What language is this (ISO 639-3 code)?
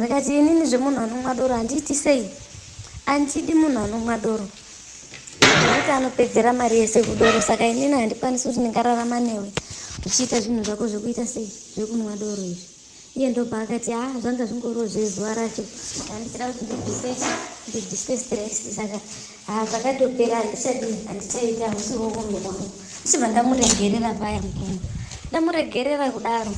sna